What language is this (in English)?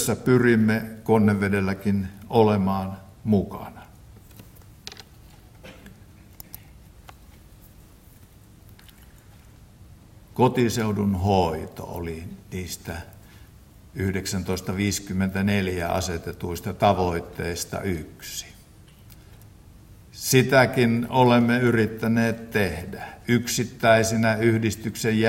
Finnish